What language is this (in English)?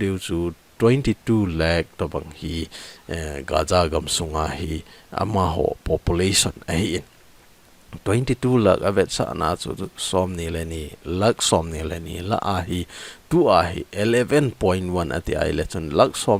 Thado Chin